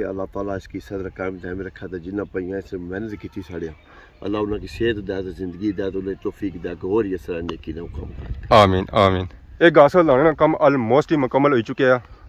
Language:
Pahari-Potwari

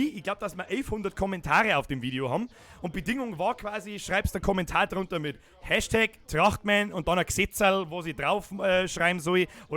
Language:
Bavarian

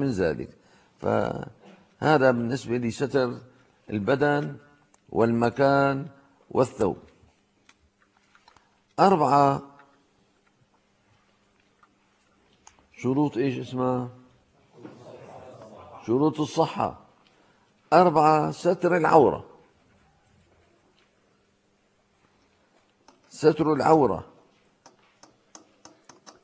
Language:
Arabic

